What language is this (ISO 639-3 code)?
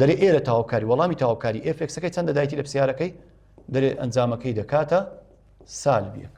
ckb